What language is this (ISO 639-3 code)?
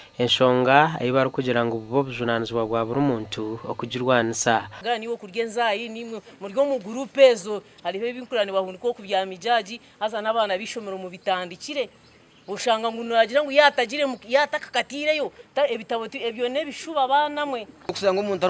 nyn